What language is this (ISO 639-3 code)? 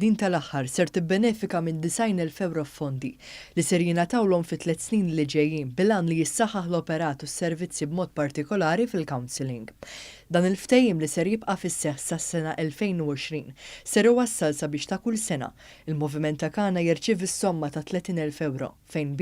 mlt